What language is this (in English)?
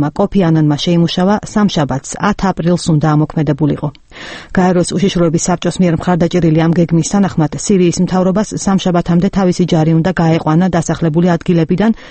Georgian